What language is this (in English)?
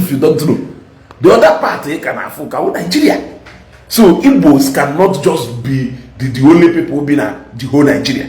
Igbo